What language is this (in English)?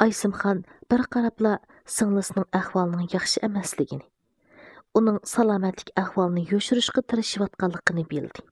Uyghur